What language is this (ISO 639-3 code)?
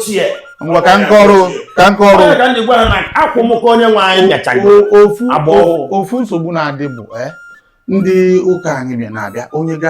ibo